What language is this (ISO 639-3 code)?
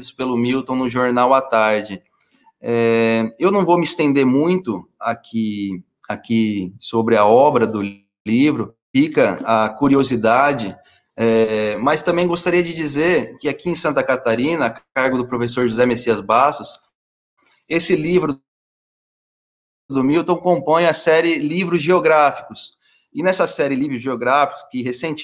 por